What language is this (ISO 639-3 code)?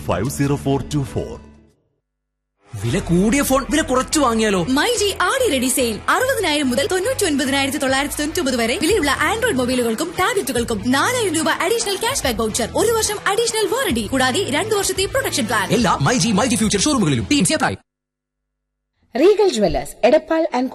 mal